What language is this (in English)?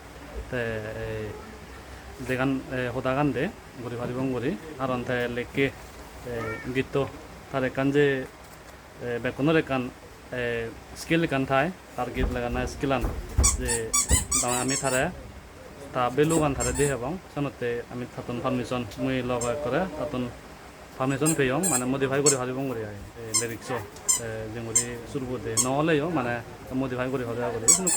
Chakma